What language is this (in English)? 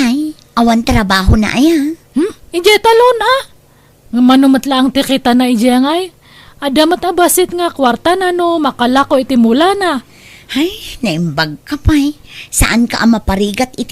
Iloko